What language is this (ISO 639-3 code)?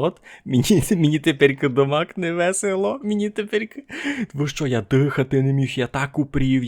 rue